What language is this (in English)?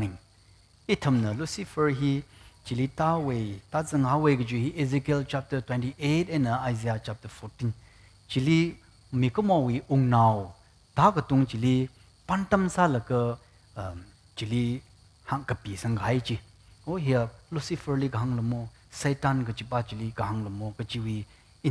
Tangkhul Naga (India)